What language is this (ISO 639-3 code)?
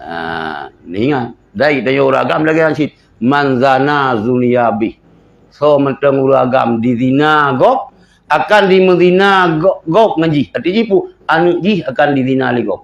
ace